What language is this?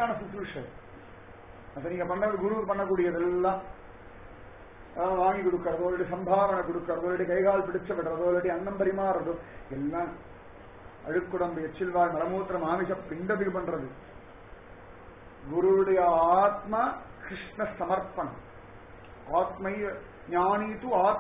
Tamil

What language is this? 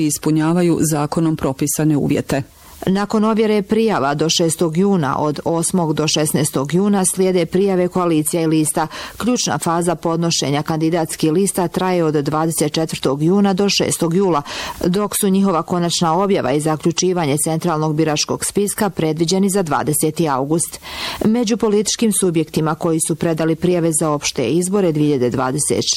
Bosnian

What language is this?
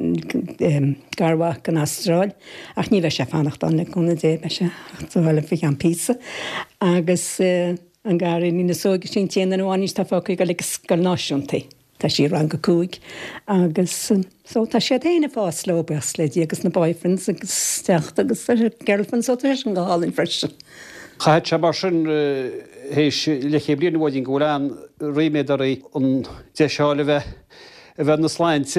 Irish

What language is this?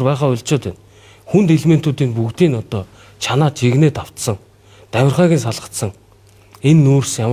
Mongolian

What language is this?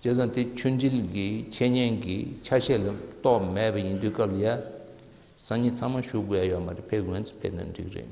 Tibetan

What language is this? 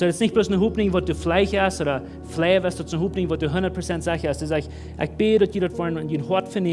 Plautdietsch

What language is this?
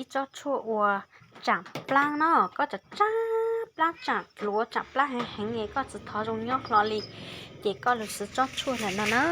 Hmong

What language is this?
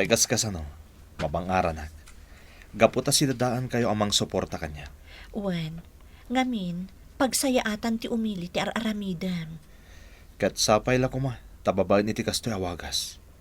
Iloko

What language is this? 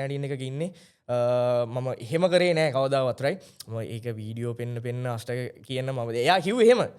Sinhala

